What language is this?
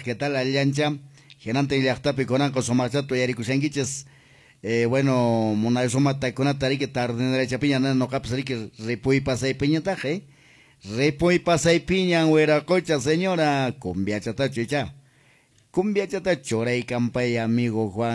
Quechua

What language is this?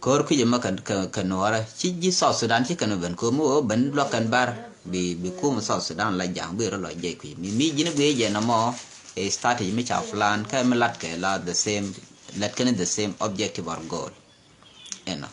Nuer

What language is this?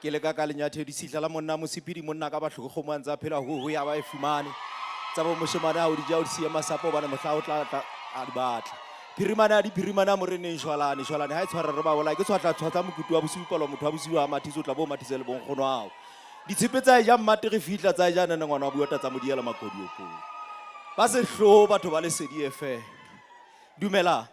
Southern Sotho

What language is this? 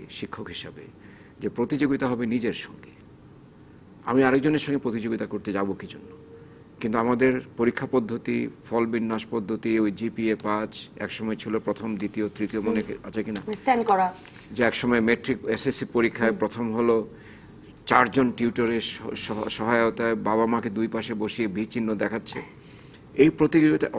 Bangla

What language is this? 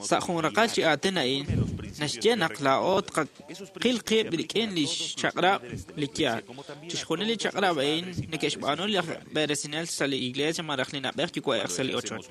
Kekchí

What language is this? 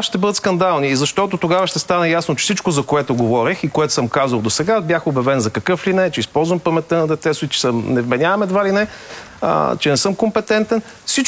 Bulgarian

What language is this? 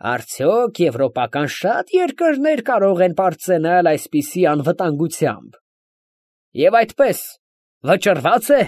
Armenian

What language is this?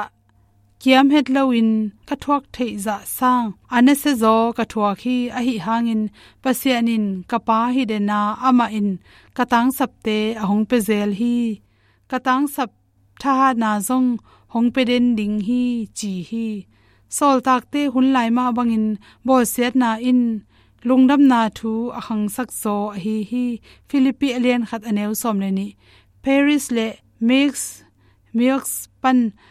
Tedim Chin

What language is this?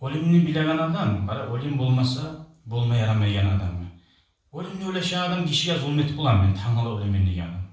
Kumyk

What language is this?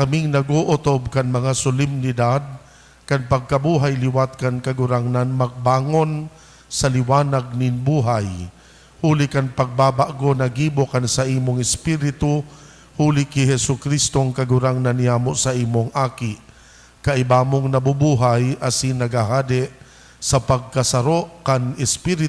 Bikol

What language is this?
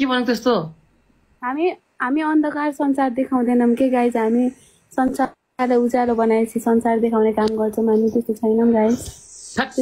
Nepali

